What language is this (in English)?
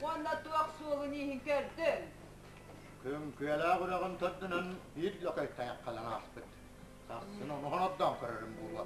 Yakut